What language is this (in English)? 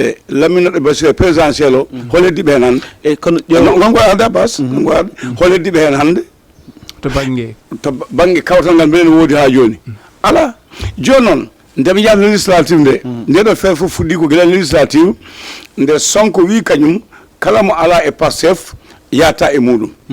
Fula